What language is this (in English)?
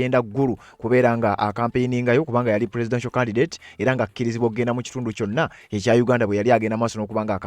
Ganda